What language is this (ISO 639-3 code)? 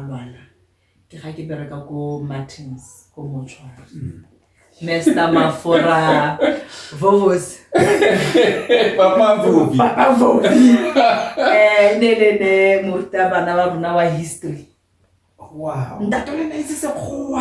tsn